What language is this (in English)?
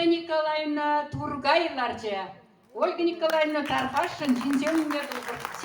Chuvash